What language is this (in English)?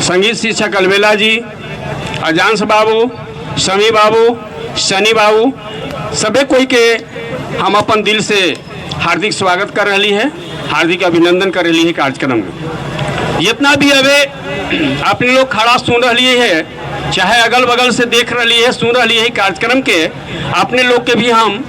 Magahi